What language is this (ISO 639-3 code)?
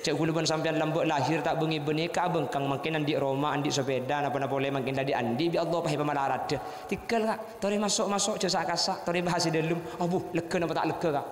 mad